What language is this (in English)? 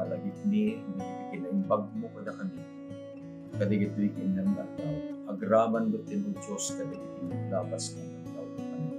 Iloko